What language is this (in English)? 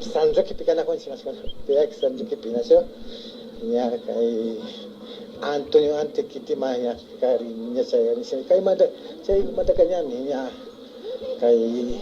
Imbabura Highland Quichua